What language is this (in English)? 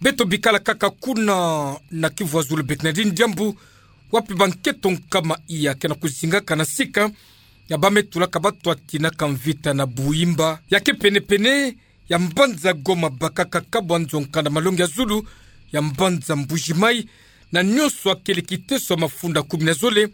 Kituba (Democratic Republic of Congo)